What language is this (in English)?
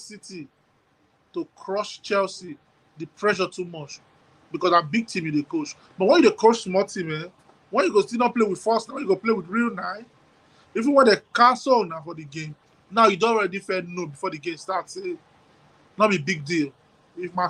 Nigerian Pidgin